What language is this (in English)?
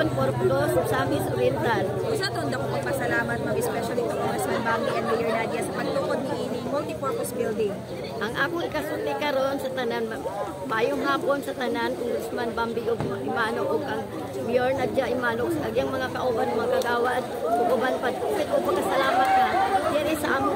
Cebuano